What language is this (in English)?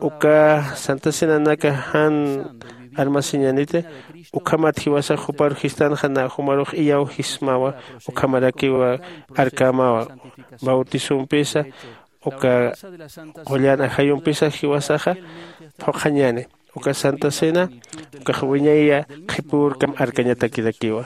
Aymara